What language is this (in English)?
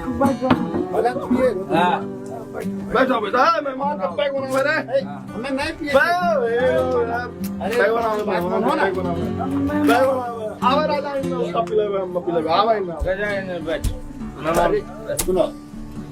Angika